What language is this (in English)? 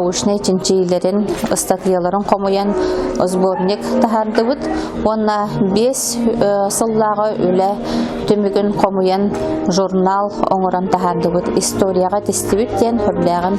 Yakut